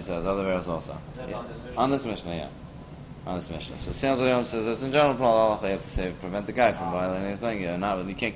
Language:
English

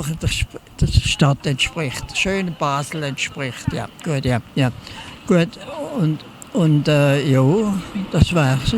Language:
Swiss German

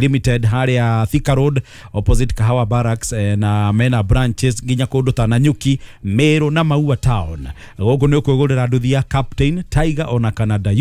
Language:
Kikuyu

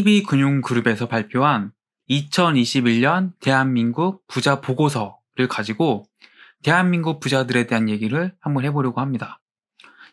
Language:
Korean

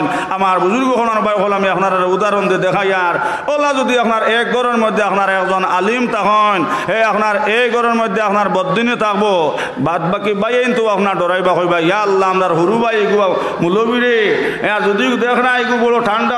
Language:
Sylheti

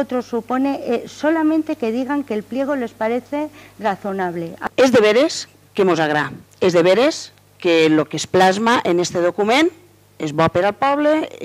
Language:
Catalan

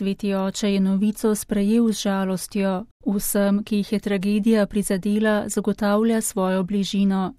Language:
Slovenian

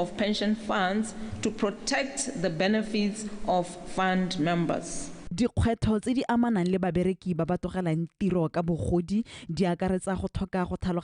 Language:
Tswana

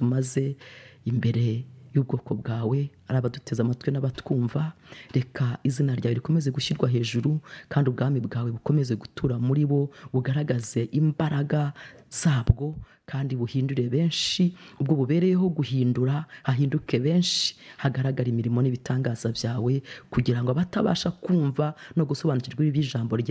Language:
Kinyarwanda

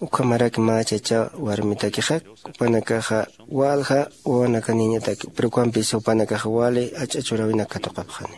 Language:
Aymara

